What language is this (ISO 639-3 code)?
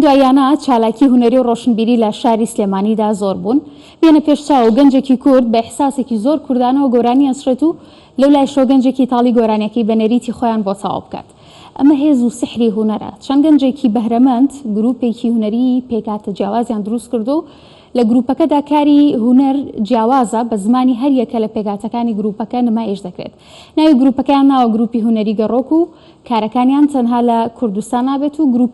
ckb